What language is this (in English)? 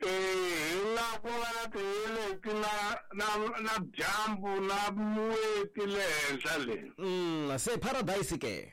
Tsonga